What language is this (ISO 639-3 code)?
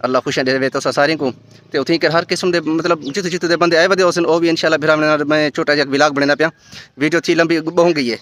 skr